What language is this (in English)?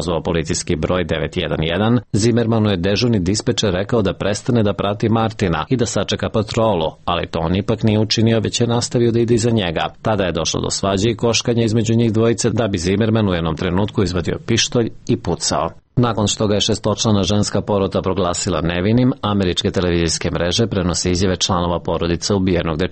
Serbian